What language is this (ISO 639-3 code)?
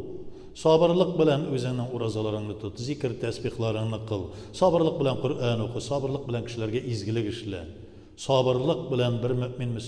tat